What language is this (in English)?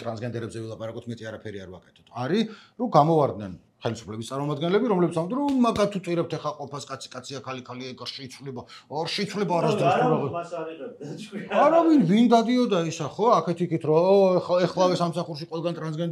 Georgian